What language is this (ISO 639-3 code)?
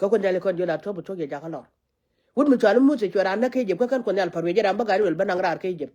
nus